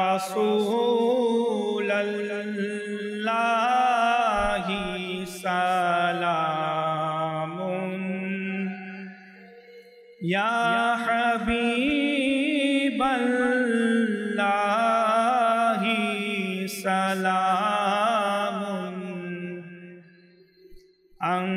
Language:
Bangla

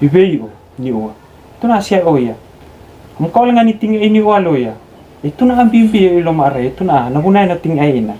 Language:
Fijian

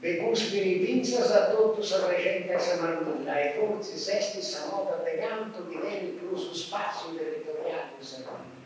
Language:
Sardinian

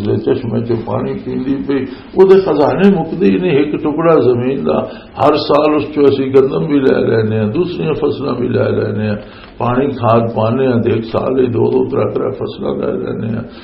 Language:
Western Panjabi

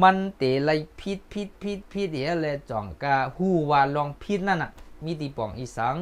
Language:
Shan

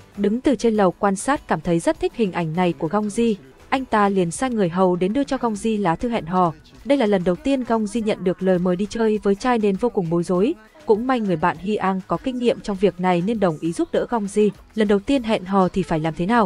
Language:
Vietnamese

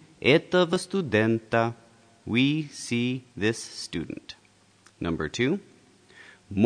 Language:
Russian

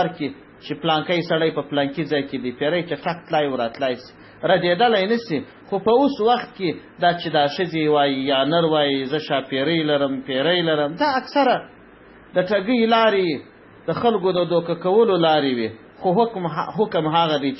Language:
Pashto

